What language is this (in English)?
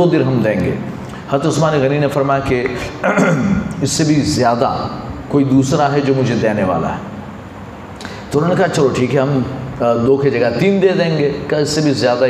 Urdu